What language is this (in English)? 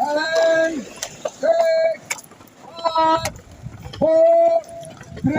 Karbi